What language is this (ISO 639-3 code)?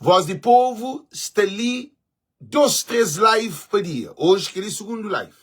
kea